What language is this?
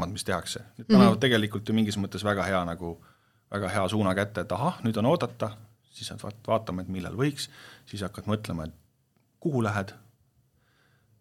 Estonian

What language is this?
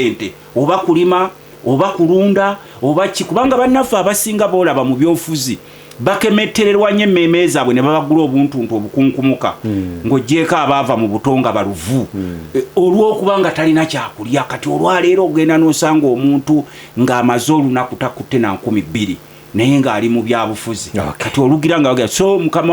Ganda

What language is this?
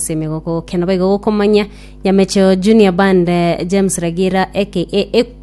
Gusii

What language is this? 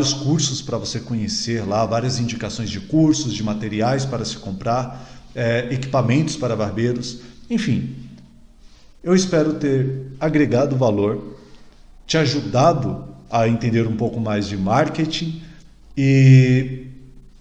Portuguese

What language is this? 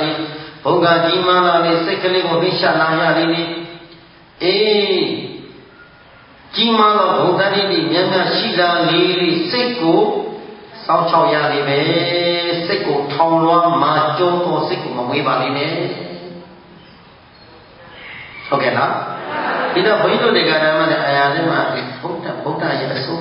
Burmese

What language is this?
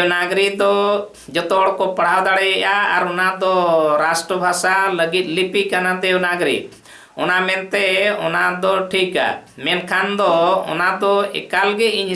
Santali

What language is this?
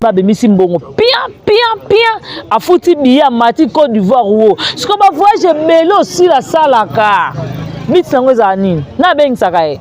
Lingala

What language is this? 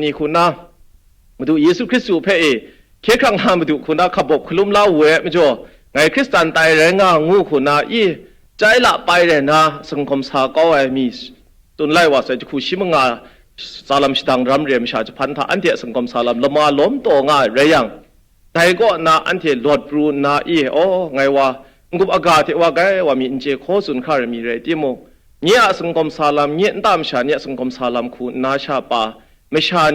Kachin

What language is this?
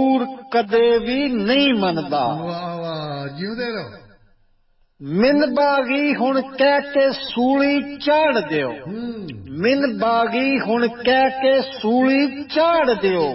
Punjabi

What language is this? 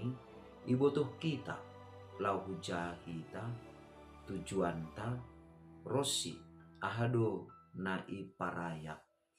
Batak Simalungun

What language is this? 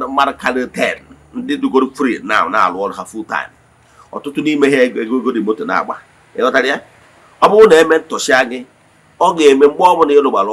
Igbo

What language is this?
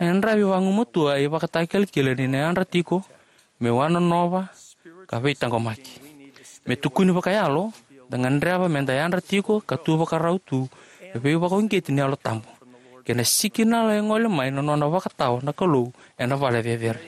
Fijian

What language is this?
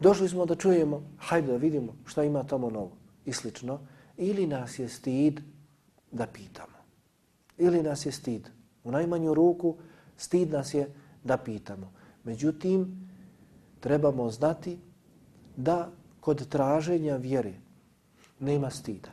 Bosnian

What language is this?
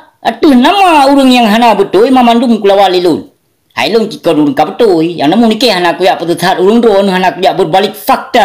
Achinese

